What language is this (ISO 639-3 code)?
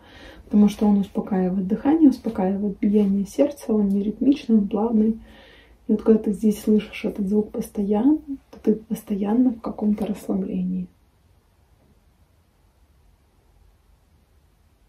rus